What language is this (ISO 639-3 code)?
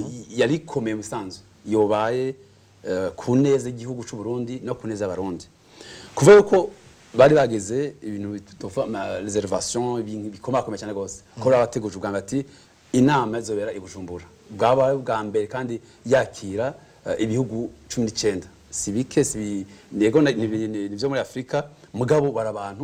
run